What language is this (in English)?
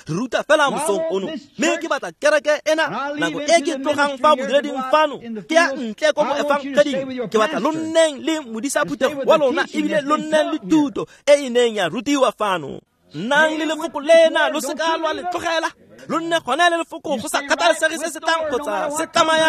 Tswana